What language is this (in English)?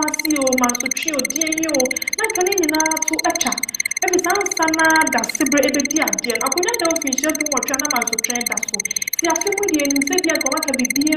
Akan